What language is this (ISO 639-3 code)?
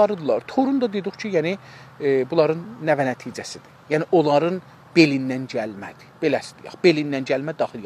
azb